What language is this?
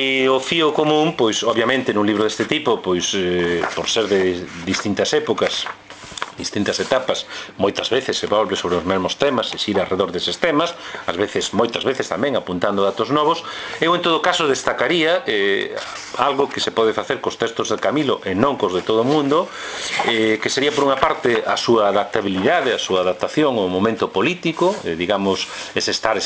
Galician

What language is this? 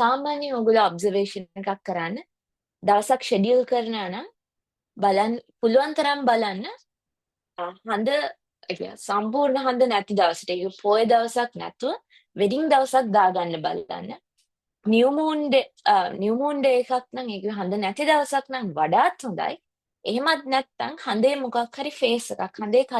Sinhala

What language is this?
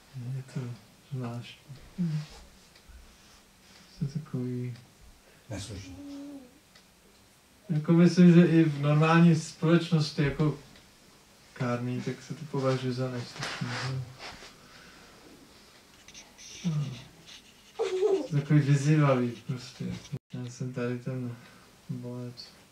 Czech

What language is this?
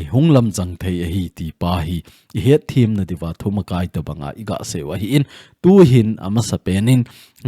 Thado Chin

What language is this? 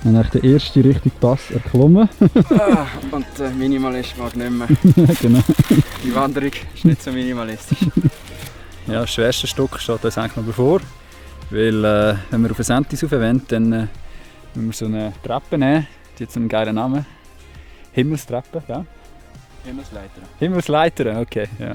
Swiss German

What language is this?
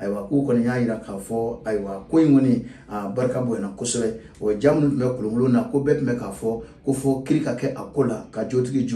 Bambara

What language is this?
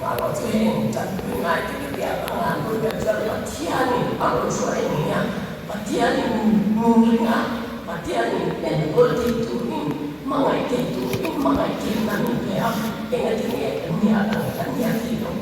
Mizo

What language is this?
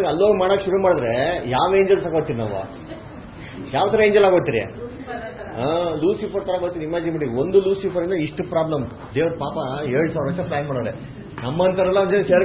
Kannada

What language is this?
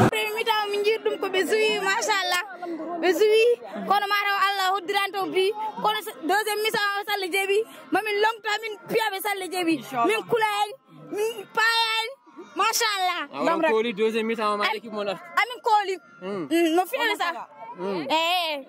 Fula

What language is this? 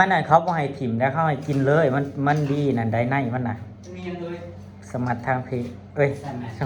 Northeastern Thai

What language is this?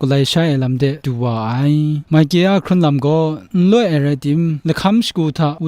Kachin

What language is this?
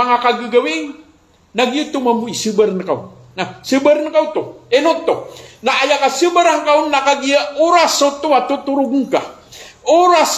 Maranao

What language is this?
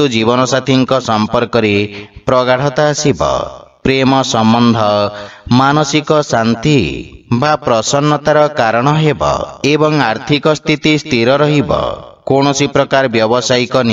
Odia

